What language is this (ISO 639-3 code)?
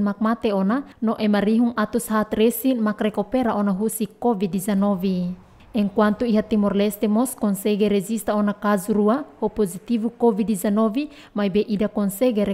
tet